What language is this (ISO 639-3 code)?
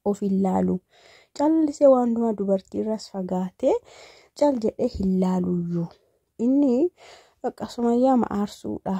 orm